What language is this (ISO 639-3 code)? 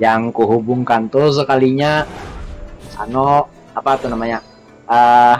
bjn